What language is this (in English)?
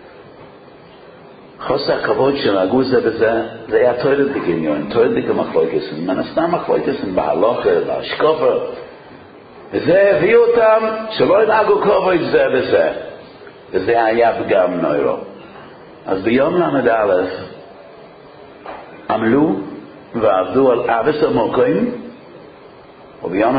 Hebrew